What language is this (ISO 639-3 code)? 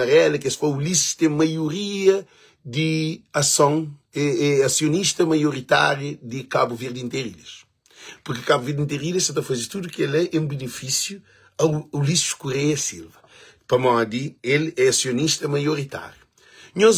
kea